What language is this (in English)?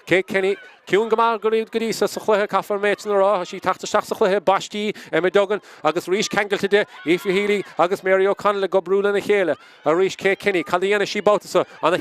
Irish